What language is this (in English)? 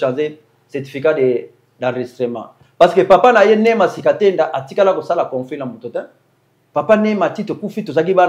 Lingala